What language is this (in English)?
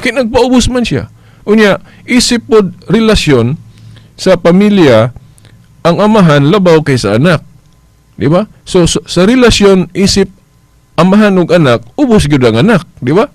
Cebuano